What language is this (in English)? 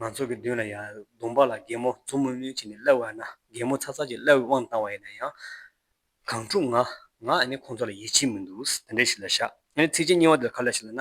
Tibetan